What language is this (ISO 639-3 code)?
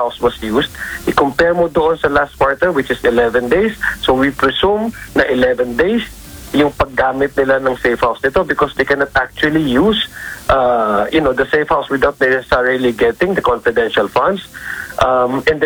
fil